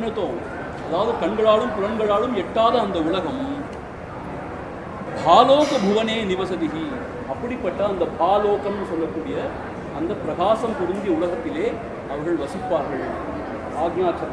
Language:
Tamil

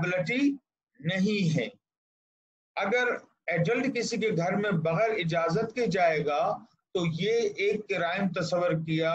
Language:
Urdu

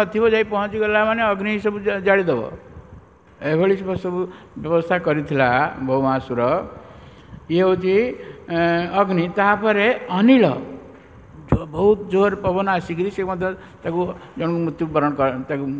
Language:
Odia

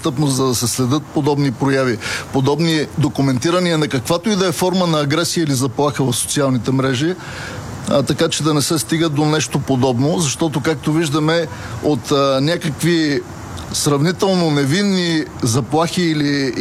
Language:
Bulgarian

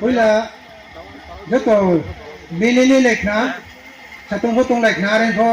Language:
Riang (India)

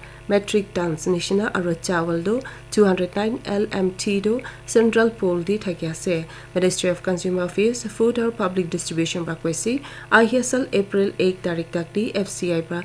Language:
Naga Pidgin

